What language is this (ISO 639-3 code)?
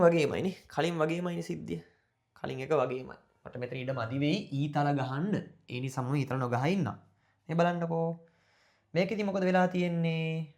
sin